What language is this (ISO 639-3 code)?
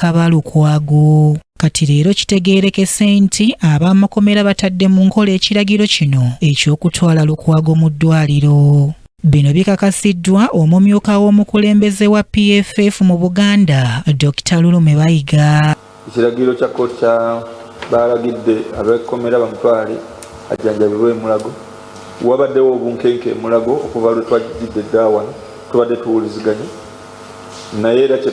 lug